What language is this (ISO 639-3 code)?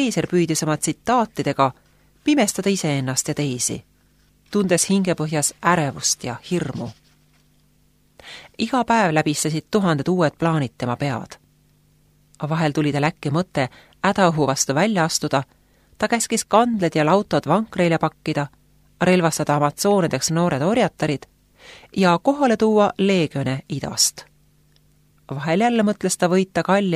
est